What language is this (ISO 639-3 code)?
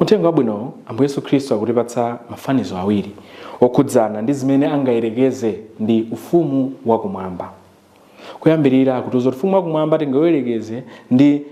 nya